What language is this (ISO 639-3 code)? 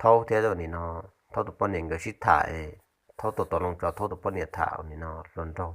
hmn